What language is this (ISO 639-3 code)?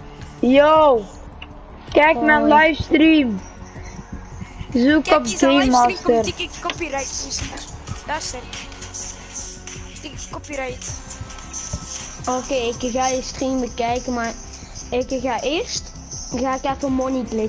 nld